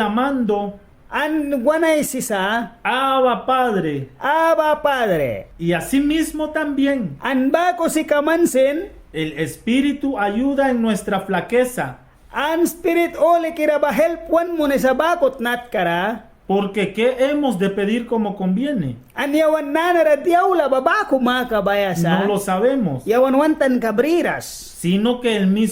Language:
Mískito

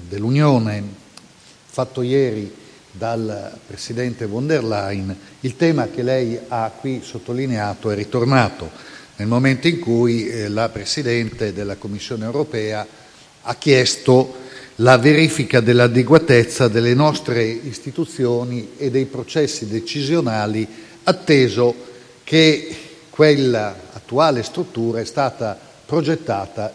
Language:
Italian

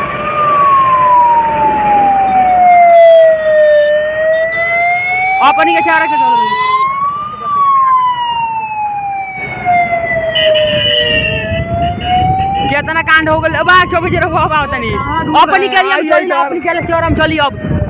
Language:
Bhojpuri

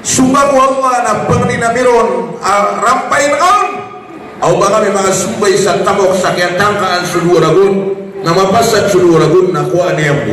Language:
Maranao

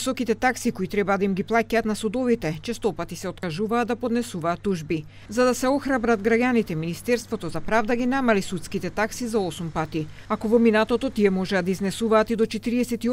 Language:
Macedonian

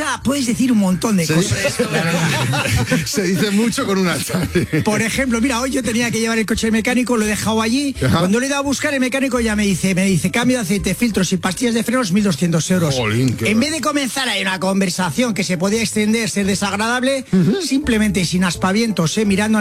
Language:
Spanish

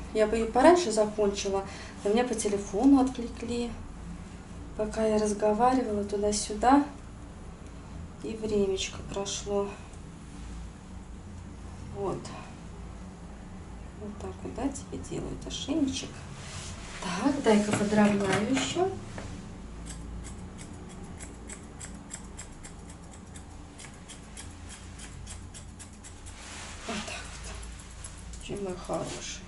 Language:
Russian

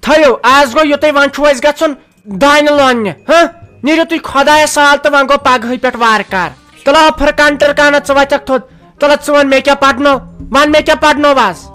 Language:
Kashmiri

